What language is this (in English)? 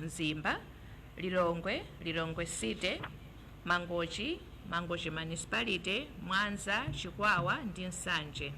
Nyanja